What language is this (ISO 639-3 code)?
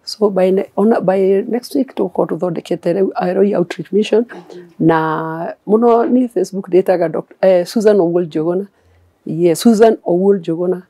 kik